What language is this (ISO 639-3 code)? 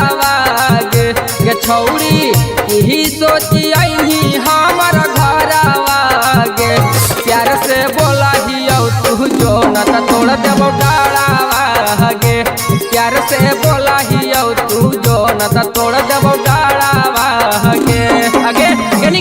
mag